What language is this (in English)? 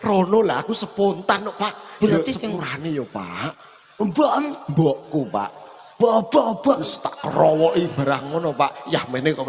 Javanese